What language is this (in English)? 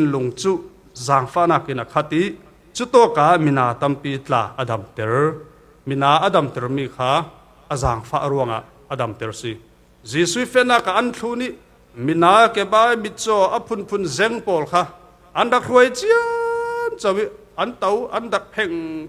Falam Chin